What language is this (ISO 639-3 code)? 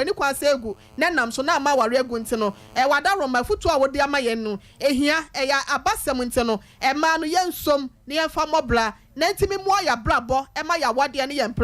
aka